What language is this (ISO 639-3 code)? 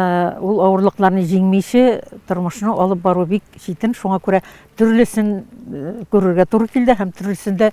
tat